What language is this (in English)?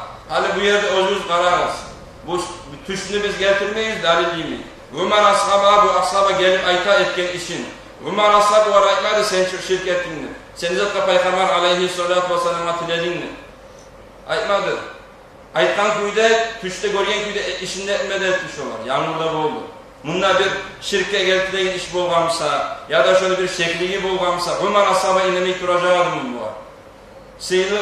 Kumyk